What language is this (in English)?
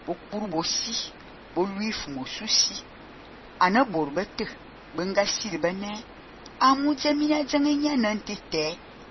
Fang